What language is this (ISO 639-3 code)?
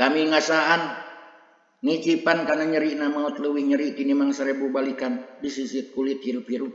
sun